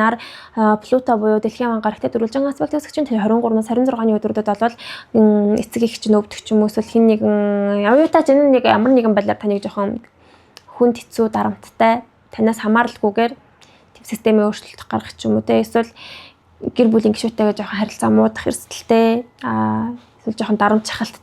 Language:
Mongolian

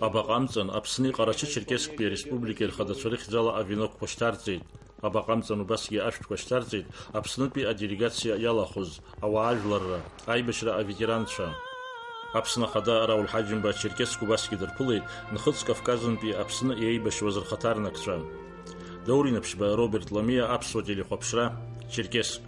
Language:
Abkhazian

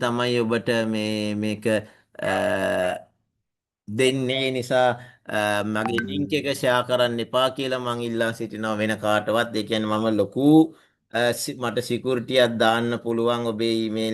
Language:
Sinhala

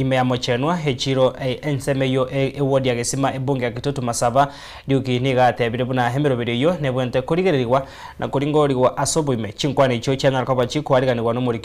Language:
Gusii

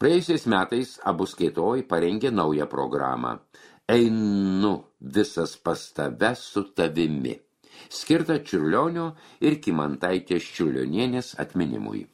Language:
Lithuanian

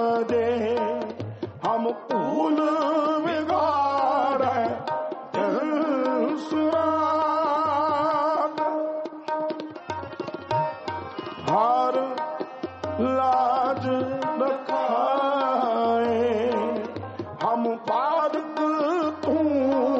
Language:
Punjabi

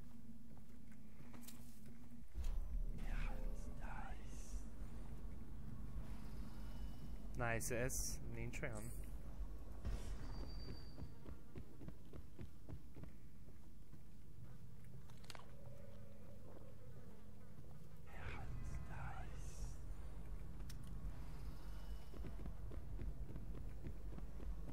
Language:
Hungarian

